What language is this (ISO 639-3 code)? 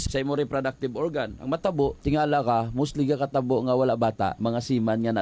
hil